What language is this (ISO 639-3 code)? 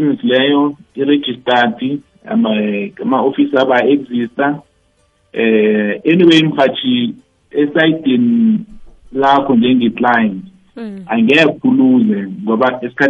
nbl